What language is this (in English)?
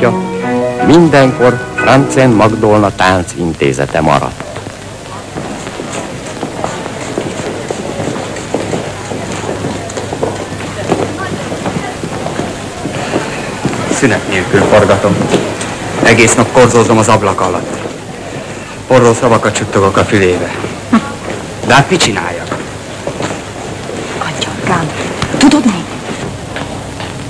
Hungarian